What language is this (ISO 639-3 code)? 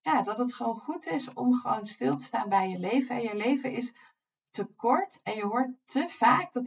nld